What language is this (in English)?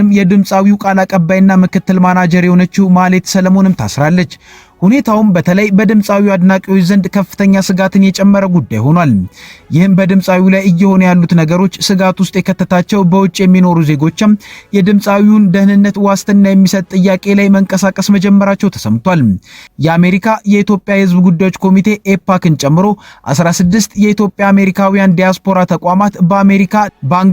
Amharic